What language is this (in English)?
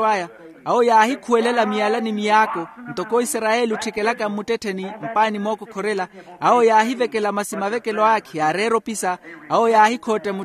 Makhuwa